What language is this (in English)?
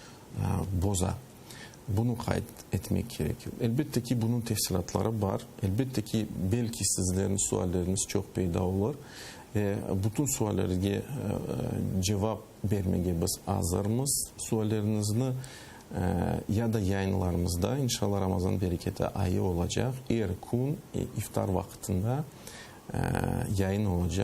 Crimean Tatar